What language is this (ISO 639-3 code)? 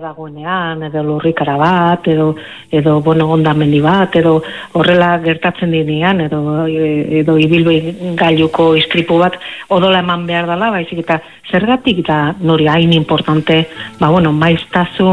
eus